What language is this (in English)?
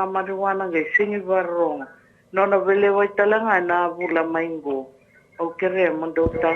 Fijian